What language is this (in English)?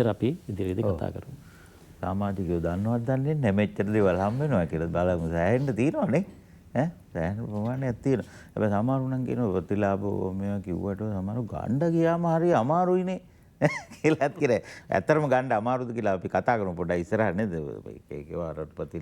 Sinhala